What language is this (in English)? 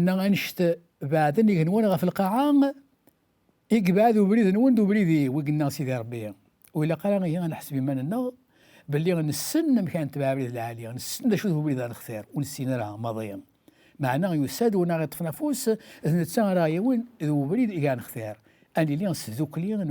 Kabyle